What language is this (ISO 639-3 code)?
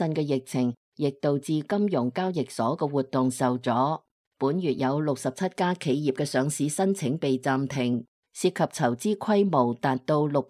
yue